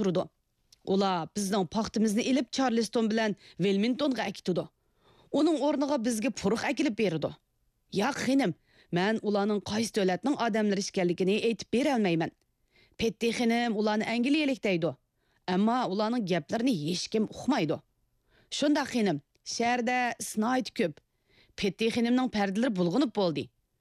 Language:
Uyghur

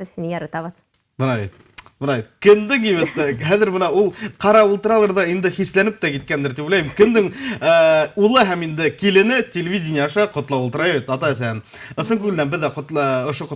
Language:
Bashkir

